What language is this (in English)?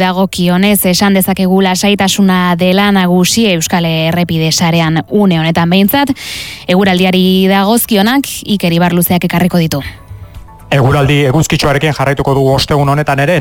Basque